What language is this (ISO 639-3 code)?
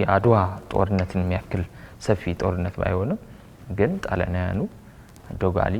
amh